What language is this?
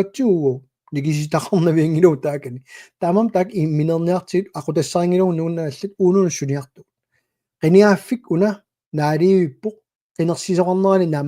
Kalaallisut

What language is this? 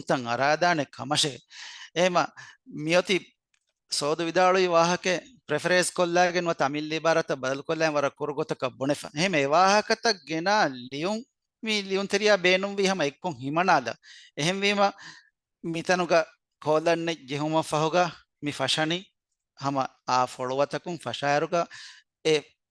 Divehi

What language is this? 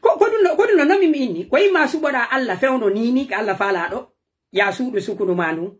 Pular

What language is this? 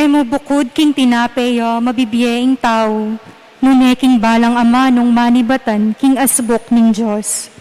Pampanga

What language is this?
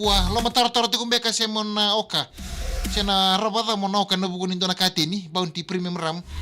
Fijian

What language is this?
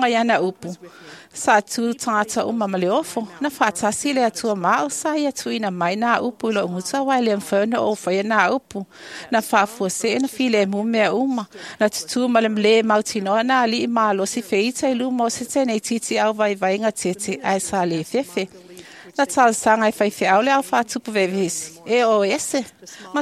Samoan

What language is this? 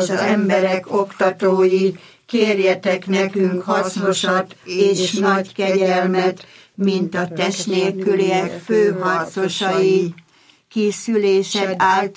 Hungarian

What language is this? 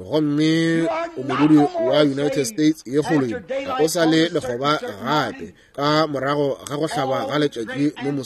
Northern Sotho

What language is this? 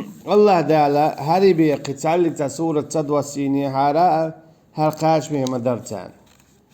Chechen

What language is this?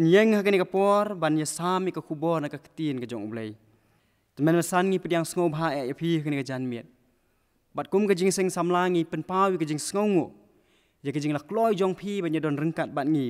Khasi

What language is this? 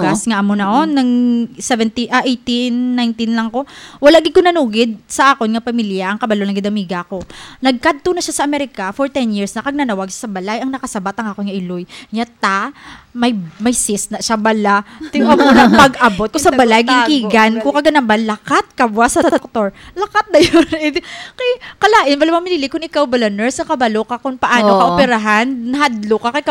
Hiligaynon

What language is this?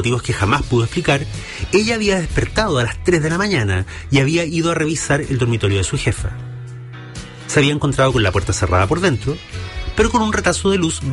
Spanish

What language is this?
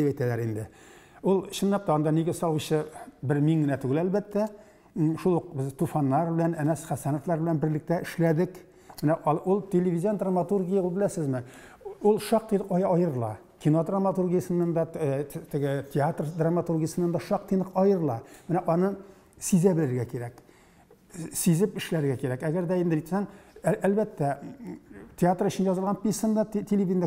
Tatar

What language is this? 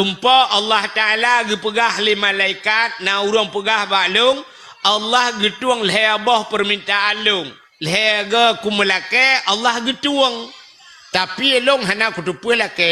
Achinese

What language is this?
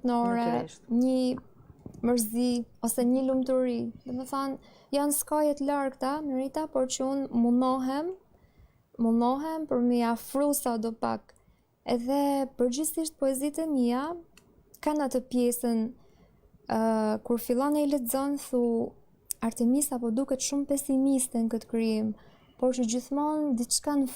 Albanian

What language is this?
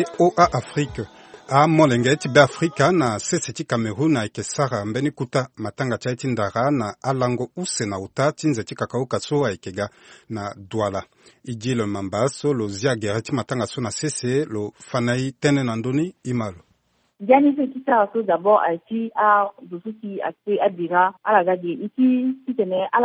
Sango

